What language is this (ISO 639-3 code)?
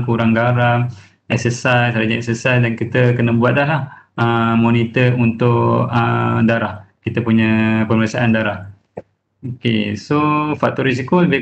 msa